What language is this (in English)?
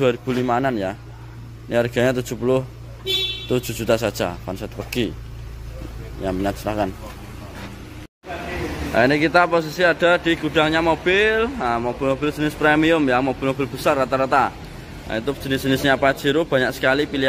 Indonesian